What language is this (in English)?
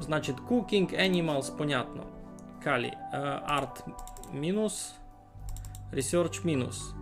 Rusyn